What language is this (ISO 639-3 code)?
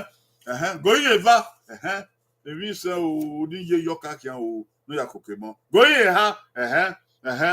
bin